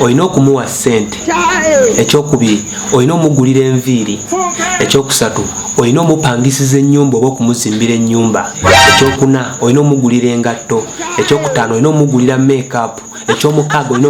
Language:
Ganda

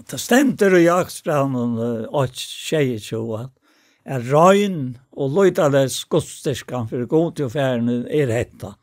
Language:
Faroese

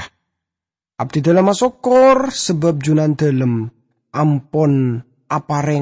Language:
Madurese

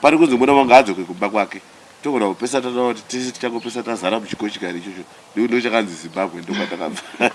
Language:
Shona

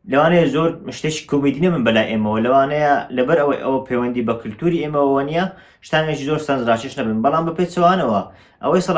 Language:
Central Kurdish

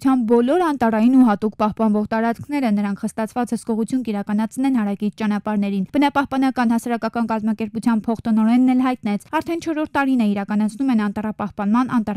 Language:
Armenian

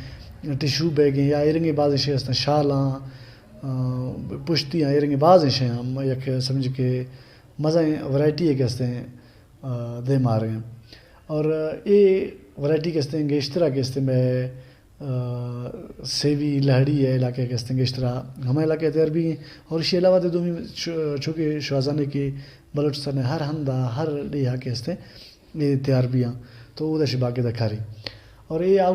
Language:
Baluchi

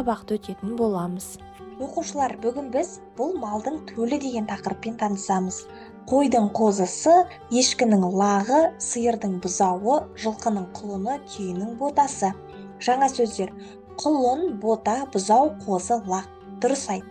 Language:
Kazakh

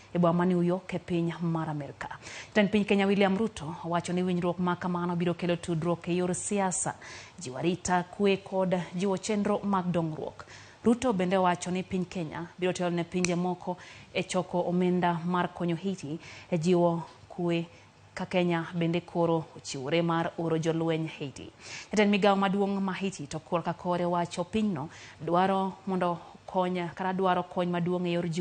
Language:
Luo (Kenya and Tanzania)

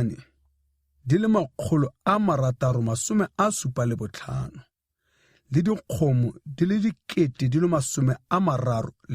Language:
Tswana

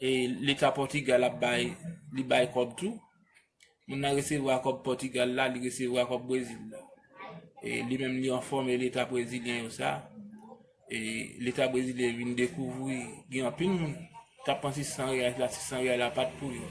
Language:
Haitian Creole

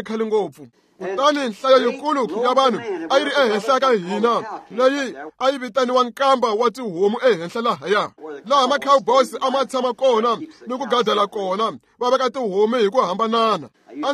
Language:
Tsonga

